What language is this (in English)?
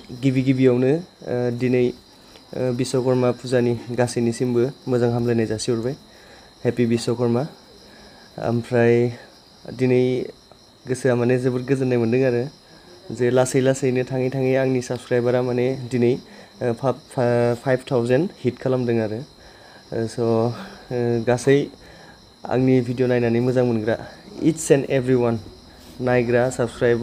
Bodo